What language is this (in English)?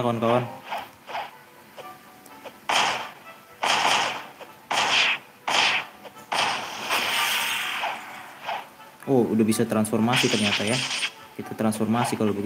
Indonesian